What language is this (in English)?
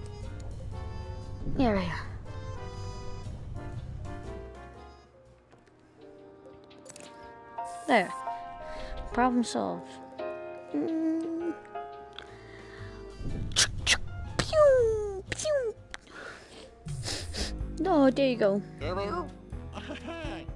English